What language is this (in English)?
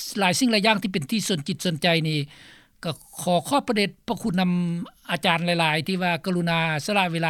Lao